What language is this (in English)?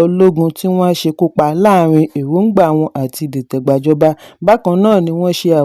Yoruba